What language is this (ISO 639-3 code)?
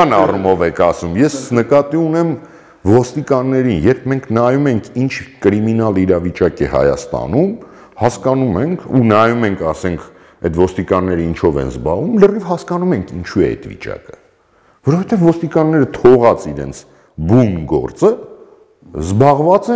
hye